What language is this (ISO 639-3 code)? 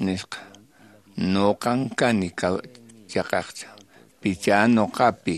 que